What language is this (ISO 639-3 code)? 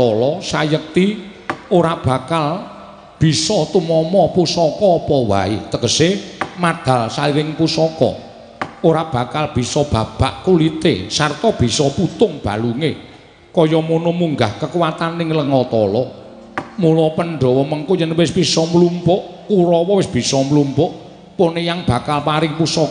jav